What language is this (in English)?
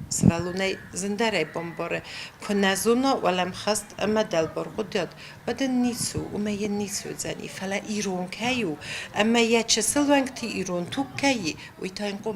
Ossetic